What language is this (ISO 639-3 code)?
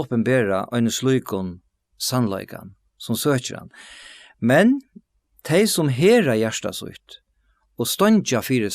fao